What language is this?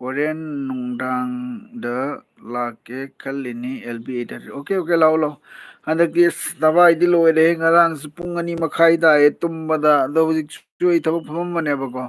Manipuri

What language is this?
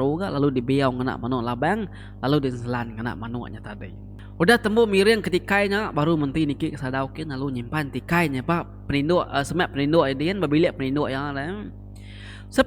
Iban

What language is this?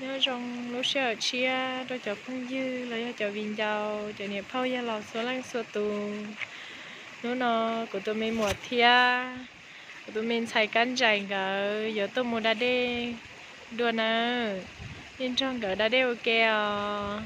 Hmong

